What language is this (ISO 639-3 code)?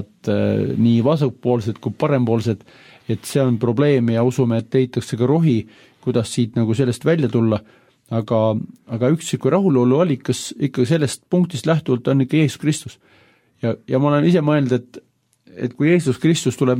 est